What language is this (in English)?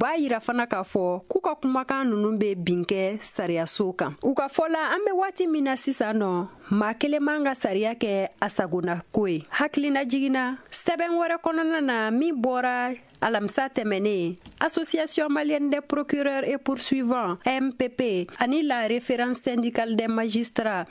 Bambara